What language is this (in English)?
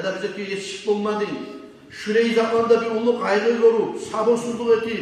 Kumyk